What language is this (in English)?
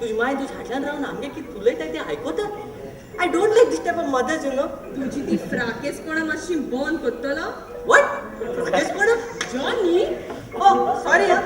Konkani